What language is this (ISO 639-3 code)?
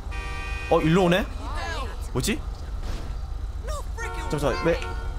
kor